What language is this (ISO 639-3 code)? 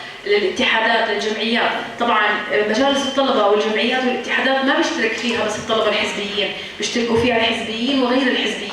apc